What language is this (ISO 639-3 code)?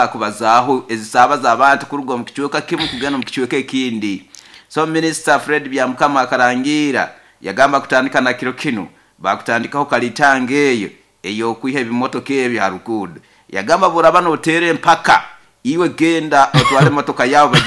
nyo